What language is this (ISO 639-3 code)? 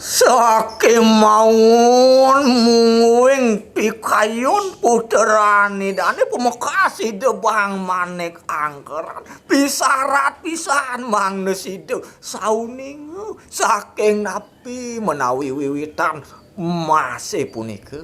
ban